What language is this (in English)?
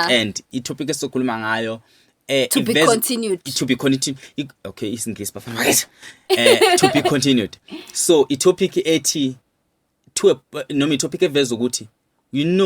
Zulu